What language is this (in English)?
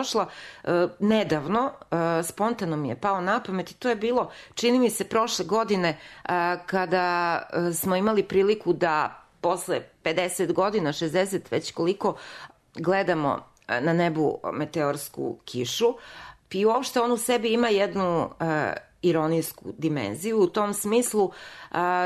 Serbian